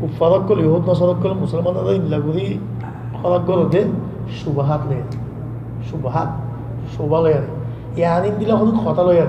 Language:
Rohingya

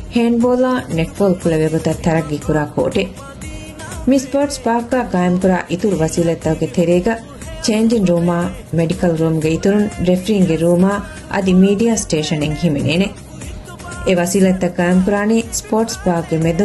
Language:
Divehi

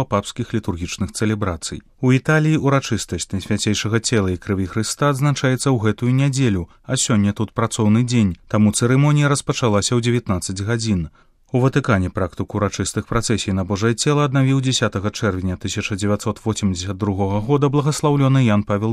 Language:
Belarusian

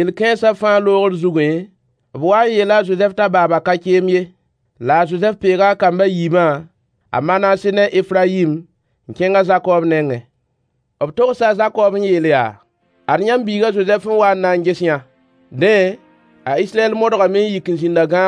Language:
Mossi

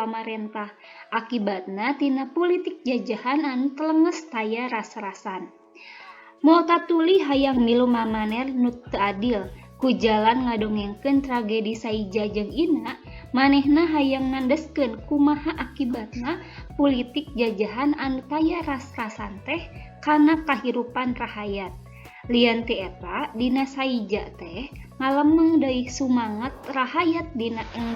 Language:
Sundanese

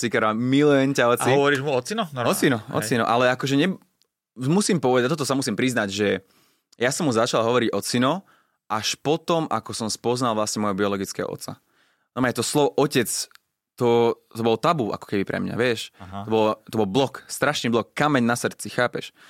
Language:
Slovak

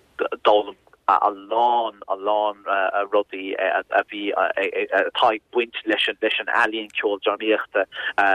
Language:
Irish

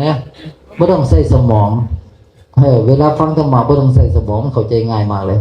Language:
Northeastern Thai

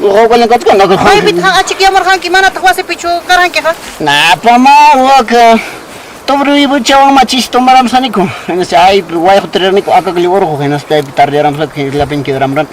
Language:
Ayacucho Quechua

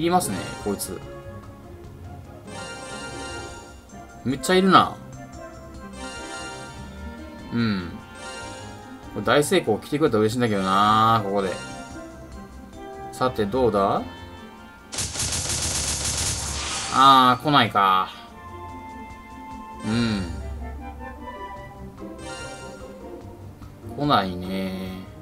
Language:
Japanese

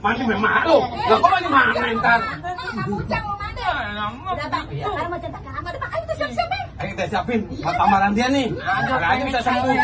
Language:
Betawi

